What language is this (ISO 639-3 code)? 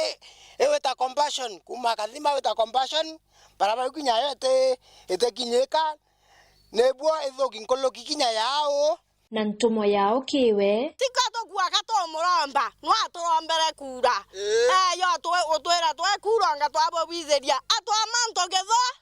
mer